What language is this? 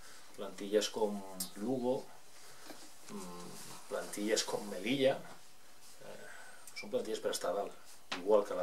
Catalan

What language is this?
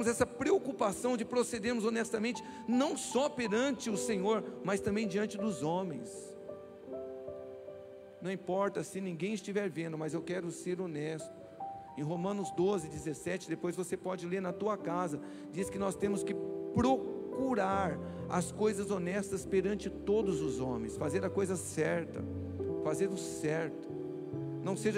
Portuguese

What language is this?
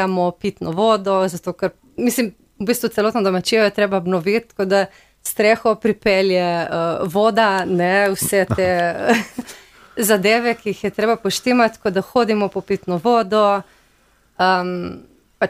Slovenian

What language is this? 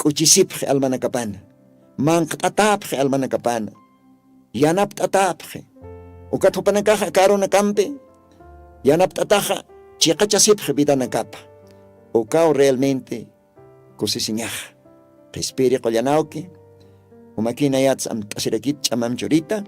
Aymara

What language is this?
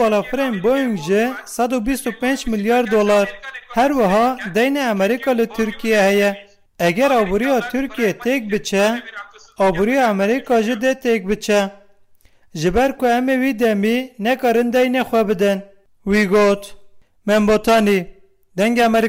Kurdish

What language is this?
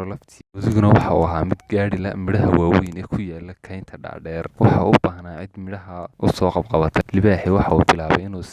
Somali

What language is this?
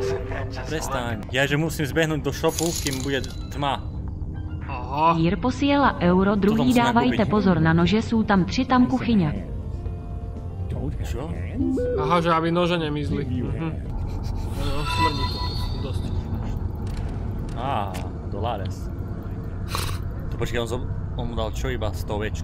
Slovak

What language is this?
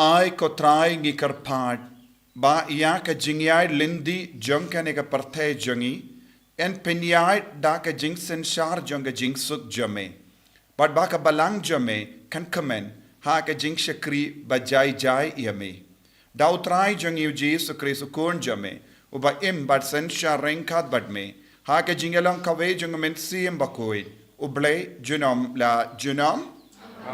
Khasi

